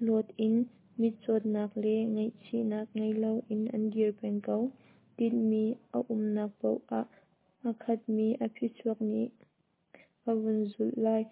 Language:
Hakha Chin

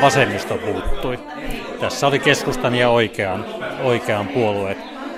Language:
Finnish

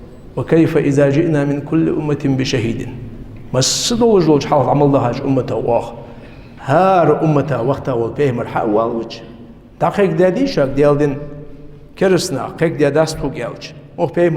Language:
Ingush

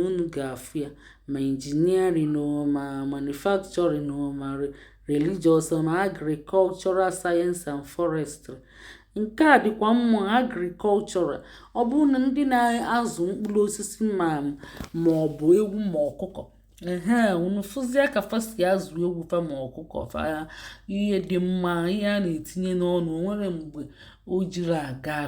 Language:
Igbo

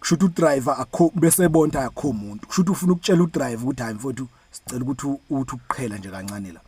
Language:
Zulu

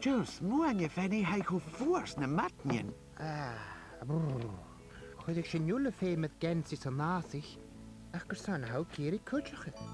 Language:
Scottish Gaelic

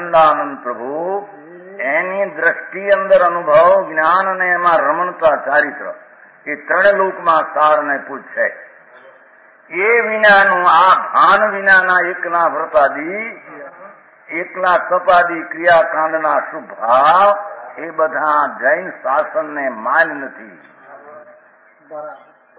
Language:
Gujarati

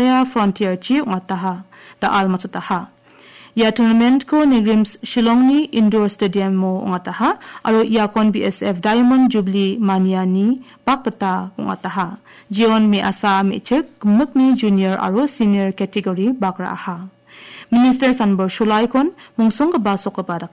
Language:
Garo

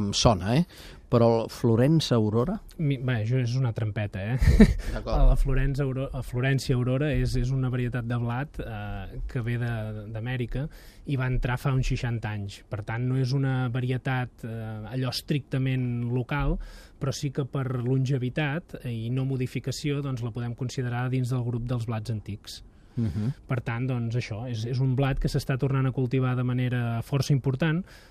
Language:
Catalan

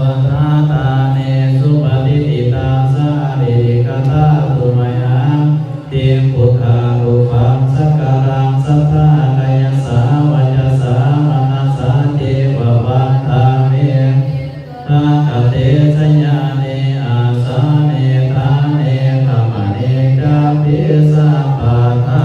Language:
Pali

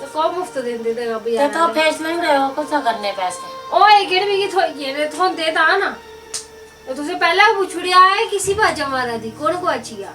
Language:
Dogri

